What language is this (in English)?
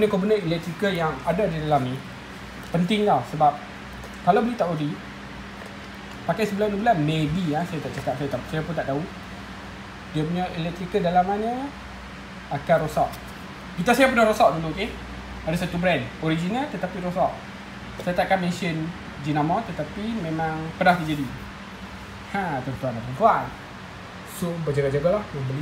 Malay